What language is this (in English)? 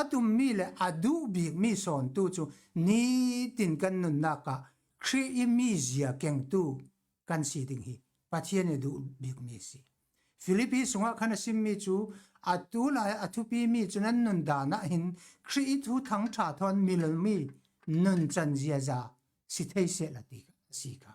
Falam Chin